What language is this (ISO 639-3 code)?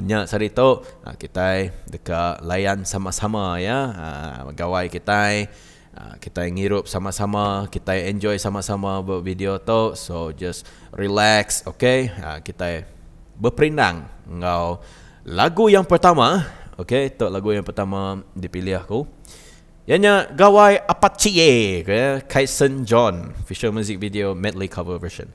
iba